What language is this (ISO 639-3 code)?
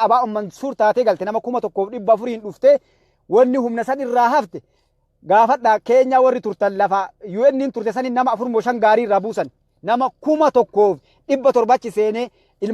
orm